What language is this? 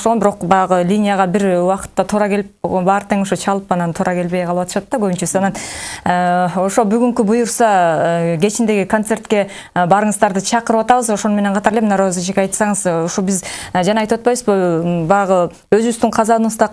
Kyrgyz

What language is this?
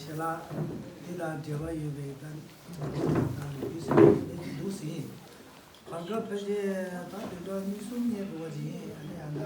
Tibetan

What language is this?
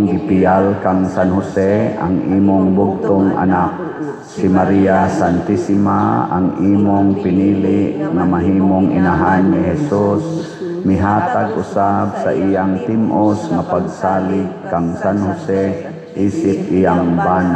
Cebuano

